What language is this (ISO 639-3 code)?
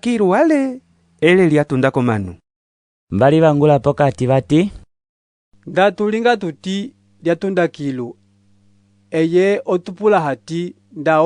umb